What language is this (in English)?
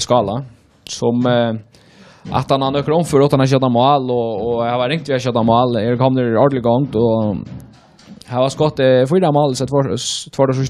Faroese